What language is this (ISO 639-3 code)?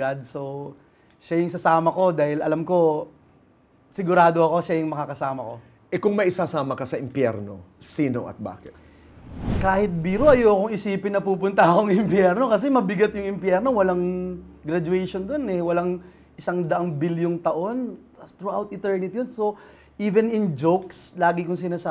fil